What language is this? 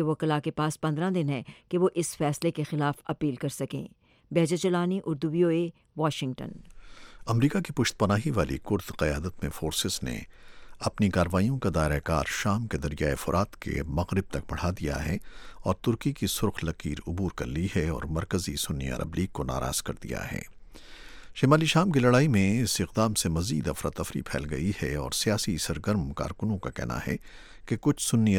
Urdu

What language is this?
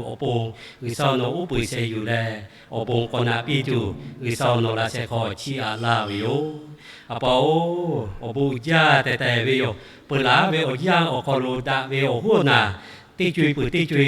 Lahu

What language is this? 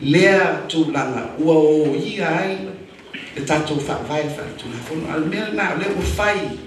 Samoan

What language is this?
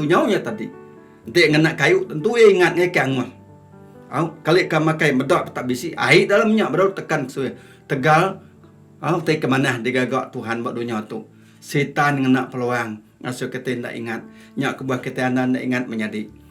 Iban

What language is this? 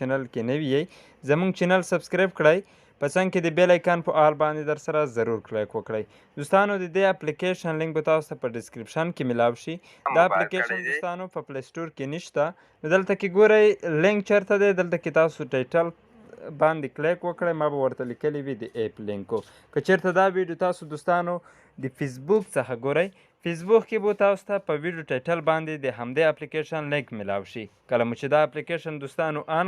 Pashto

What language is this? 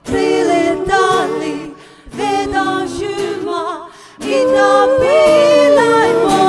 Poumei Naga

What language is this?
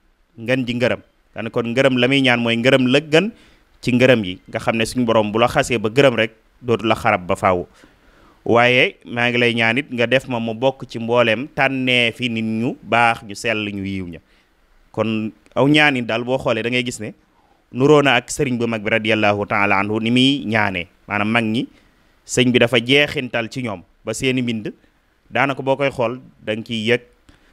Wolof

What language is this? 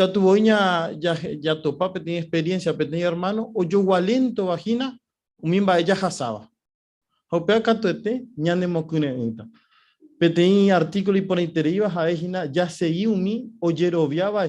Guarani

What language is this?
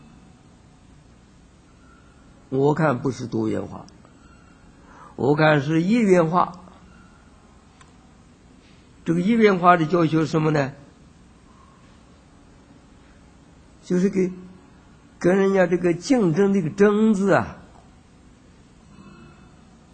Chinese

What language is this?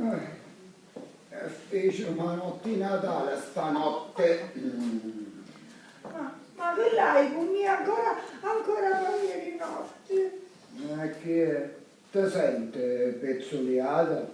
Sicilian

